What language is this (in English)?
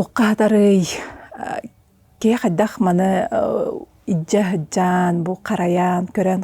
Yakut